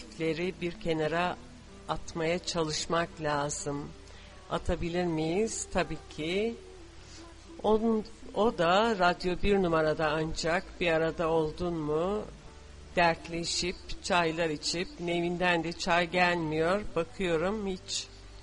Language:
Turkish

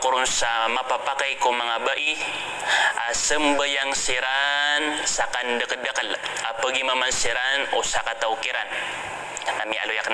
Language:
Maranao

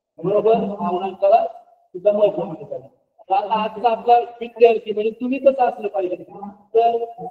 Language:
Marathi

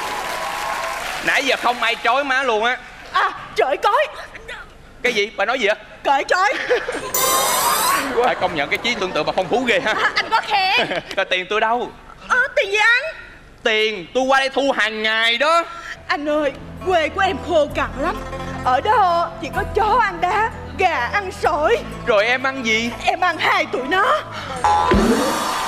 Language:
Vietnamese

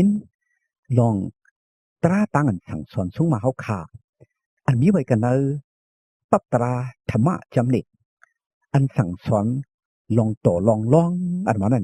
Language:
Shan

